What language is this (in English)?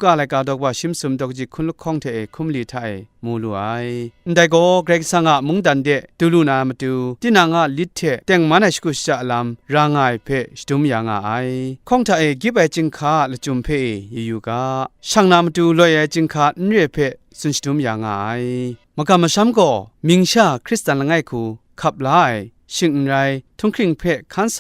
Kachin